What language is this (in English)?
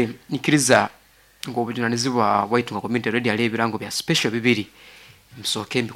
Nyoro